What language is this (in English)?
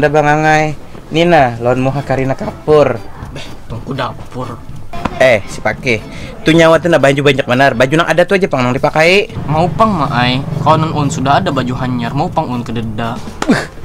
Banjar